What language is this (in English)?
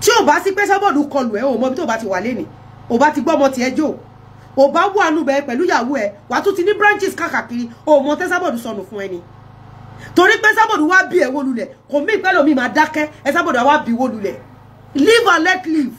Yoruba